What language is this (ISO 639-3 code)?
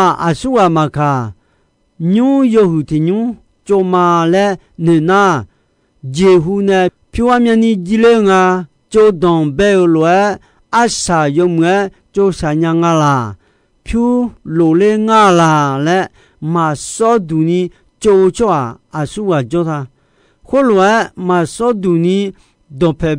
ahk